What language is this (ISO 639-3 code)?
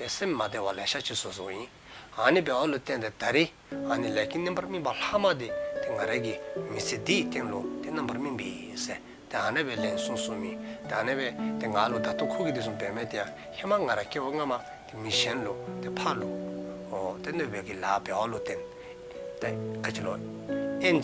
dzo